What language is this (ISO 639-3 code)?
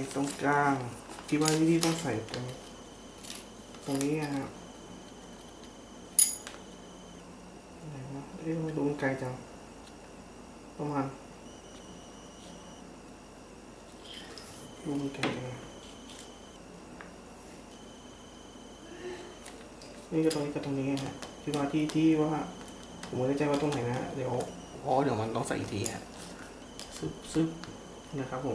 tha